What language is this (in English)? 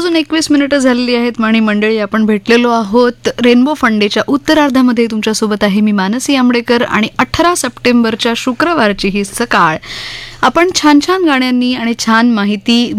Marathi